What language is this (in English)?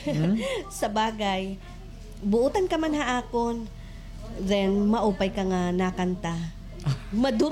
Waray